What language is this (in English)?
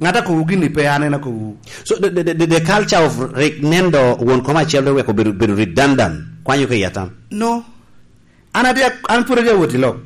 Lango (Uganda)